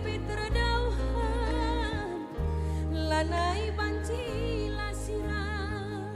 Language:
Batak Karo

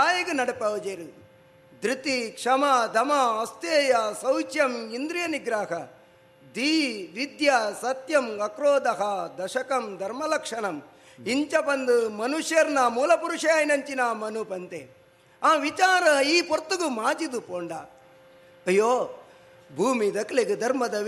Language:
Tulu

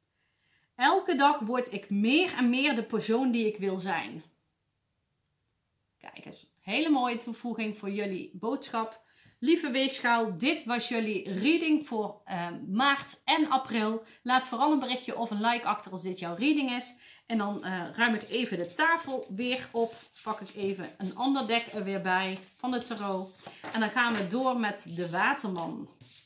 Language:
Dutch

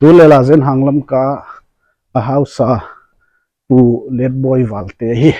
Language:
Paite Chin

